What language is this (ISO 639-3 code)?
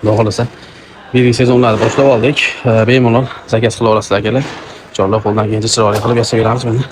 uzb